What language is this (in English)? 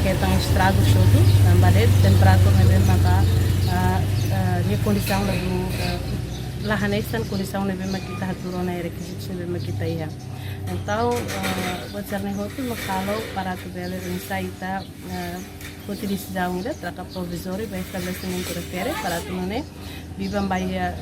Tetum